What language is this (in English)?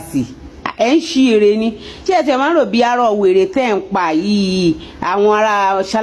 Yoruba